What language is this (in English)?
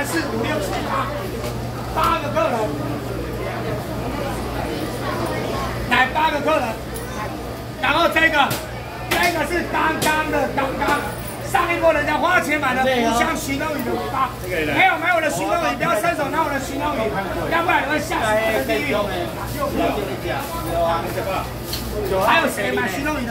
Chinese